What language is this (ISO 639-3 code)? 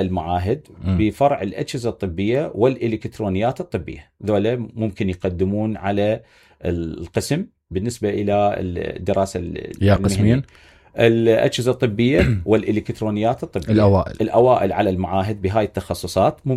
acm